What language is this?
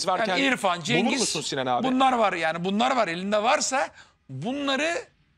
Turkish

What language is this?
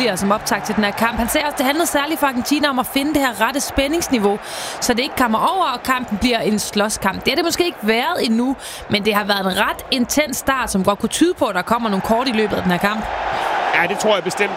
Danish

